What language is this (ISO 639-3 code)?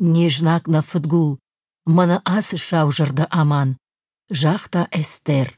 oss